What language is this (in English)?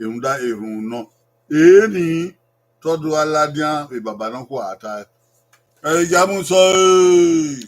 Bini